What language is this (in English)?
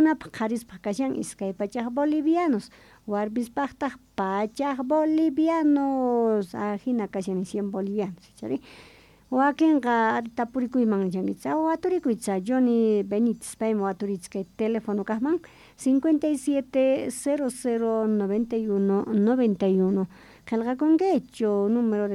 South Bolivian Quechua